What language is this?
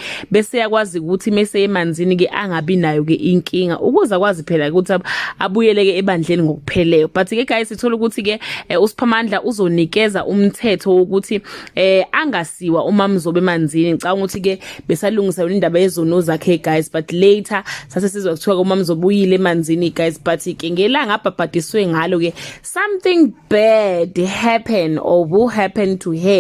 Zulu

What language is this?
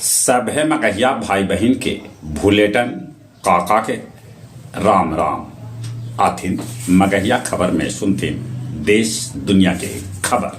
Magahi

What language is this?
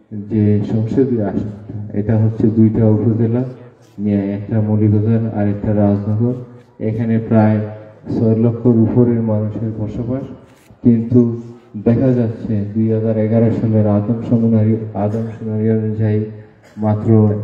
Sylheti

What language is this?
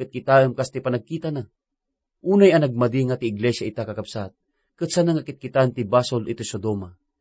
Iloko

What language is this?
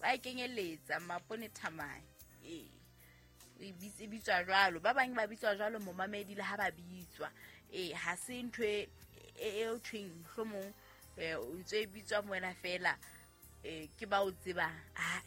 Southern Sotho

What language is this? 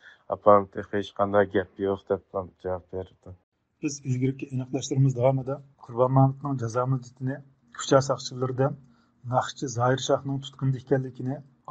Uyghur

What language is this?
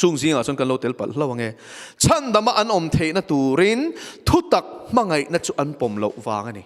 Mizo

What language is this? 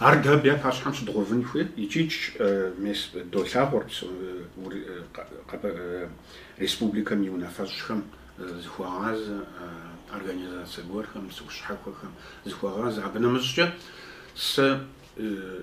Kabardian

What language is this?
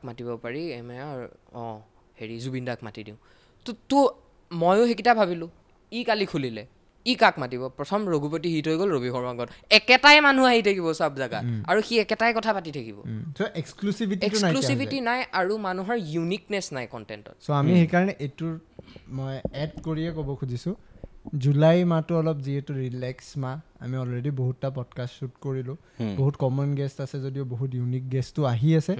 Assamese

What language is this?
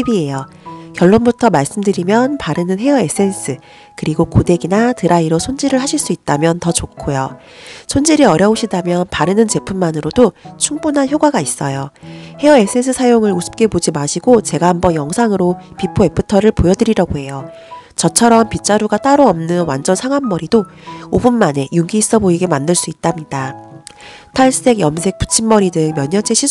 Korean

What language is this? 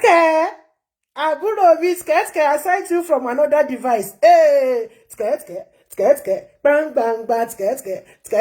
Yoruba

